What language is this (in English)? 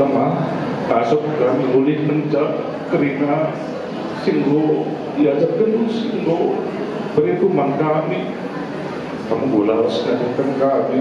Batak Karo